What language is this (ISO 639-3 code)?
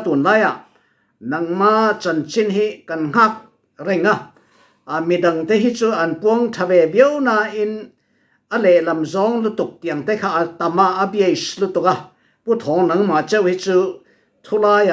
cfm